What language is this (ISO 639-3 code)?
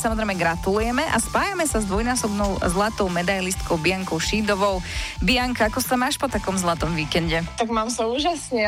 slk